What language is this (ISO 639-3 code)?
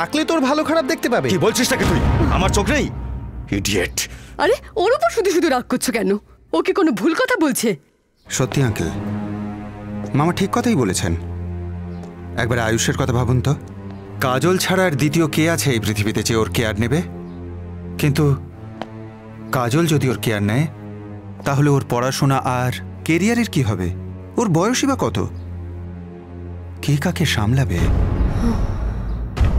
ben